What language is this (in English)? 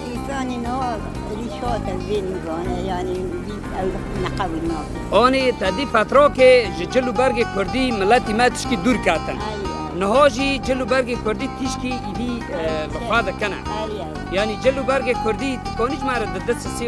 Kurdish